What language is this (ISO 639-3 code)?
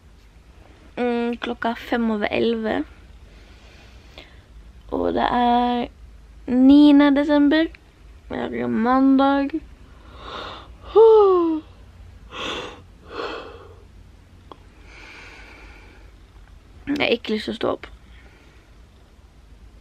nor